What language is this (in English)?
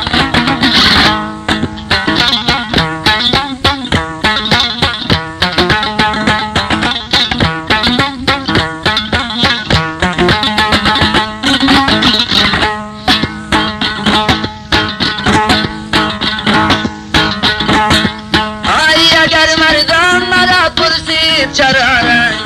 Persian